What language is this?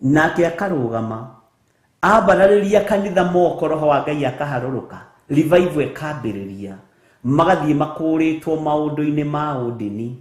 Kikuyu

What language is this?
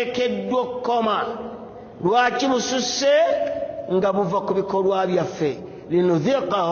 Ganda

